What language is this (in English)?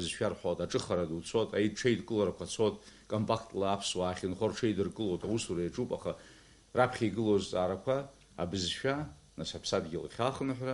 Abkhazian